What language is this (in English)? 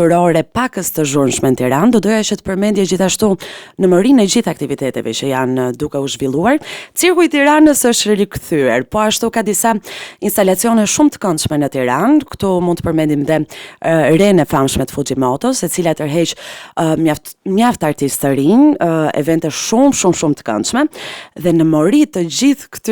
Albanian